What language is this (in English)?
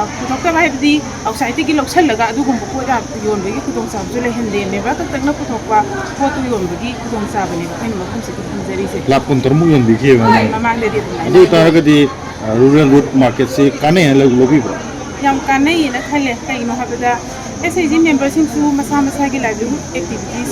Manipuri